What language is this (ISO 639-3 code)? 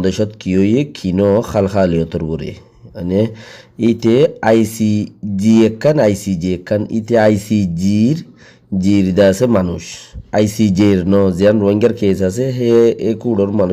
rhg